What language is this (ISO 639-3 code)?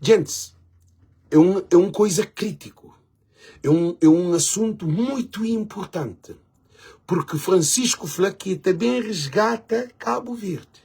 kea